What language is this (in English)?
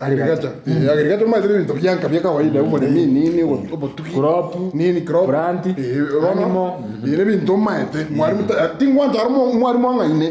Gusii